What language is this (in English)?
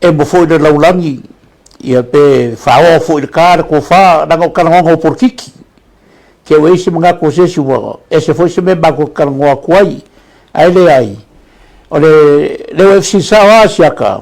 Samoan